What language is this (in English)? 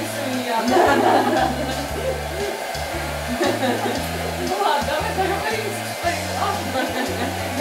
Russian